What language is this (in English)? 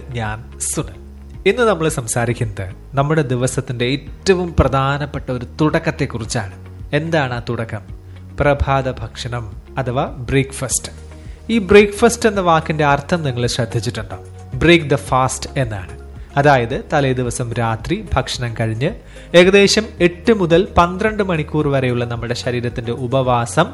Malayalam